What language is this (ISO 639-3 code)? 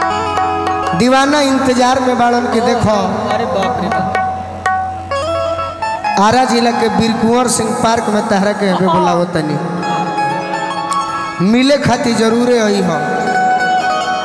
bho